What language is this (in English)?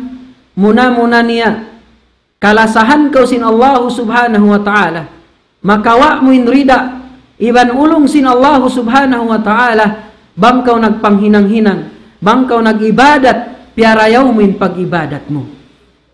Tausug